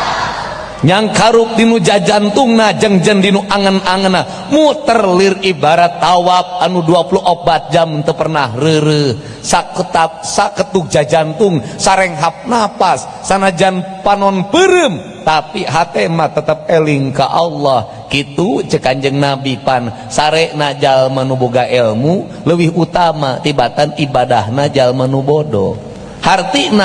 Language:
Sundanese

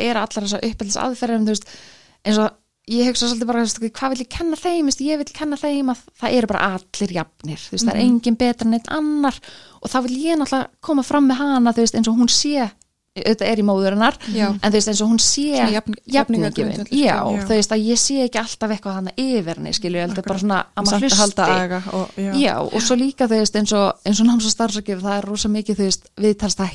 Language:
Icelandic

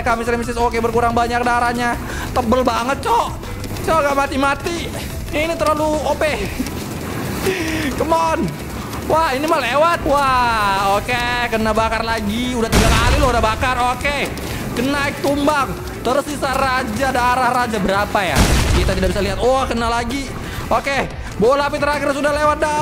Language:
Indonesian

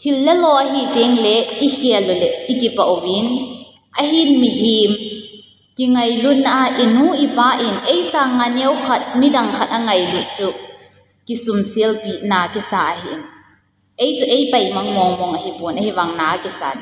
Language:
Thado Chin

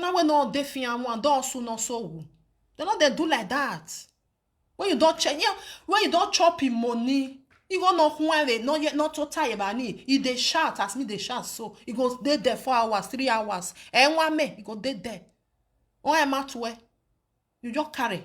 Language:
Nigerian Pidgin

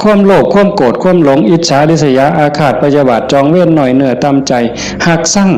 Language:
Northeastern Thai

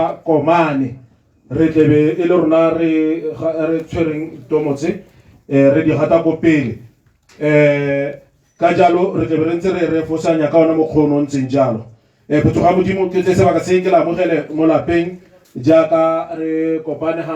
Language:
Tswana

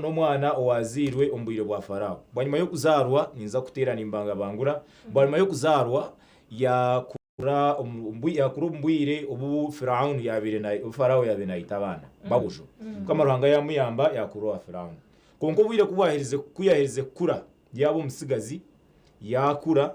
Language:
Nyankole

